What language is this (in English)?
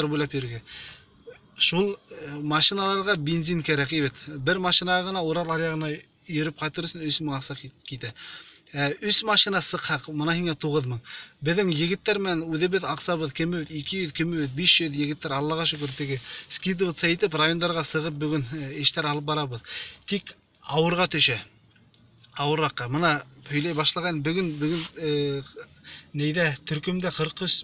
Bashkir